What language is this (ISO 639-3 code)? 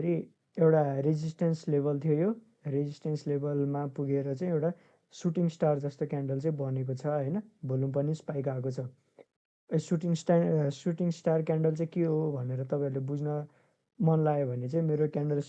nep